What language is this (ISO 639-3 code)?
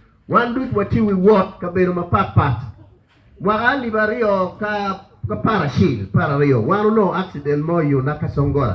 ach